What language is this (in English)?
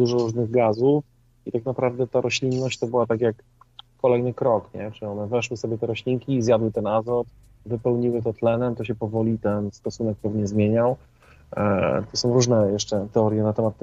Polish